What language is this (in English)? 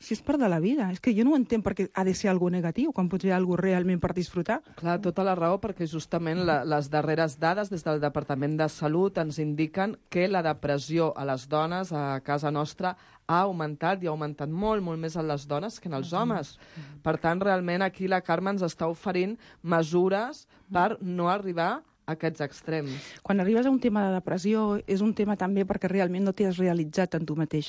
Catalan